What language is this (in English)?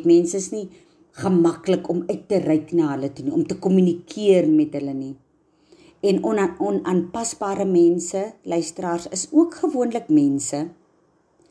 Afrikaans